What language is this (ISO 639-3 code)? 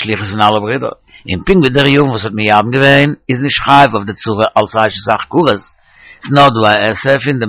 yid